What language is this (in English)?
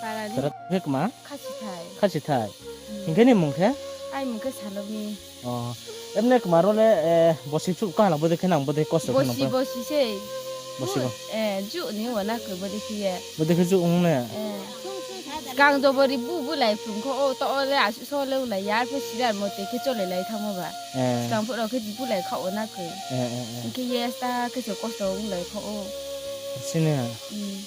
Riang (India)